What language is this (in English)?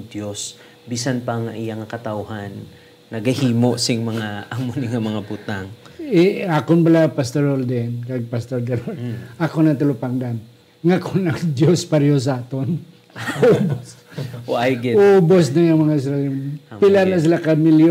Hiligaynon